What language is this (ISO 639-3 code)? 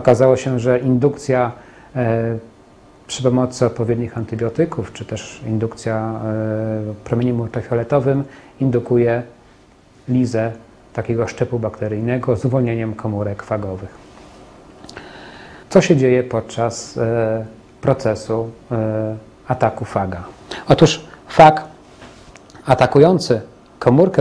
pol